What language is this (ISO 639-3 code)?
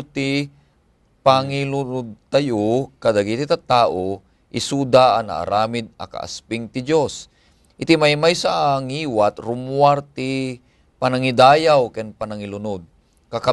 ilo